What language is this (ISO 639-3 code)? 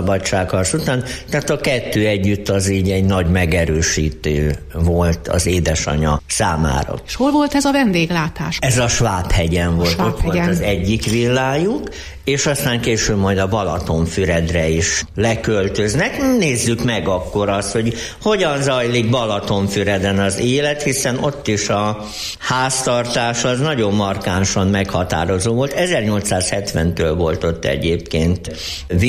hun